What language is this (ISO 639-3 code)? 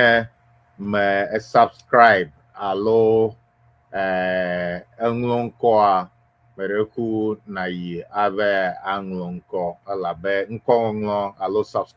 ewe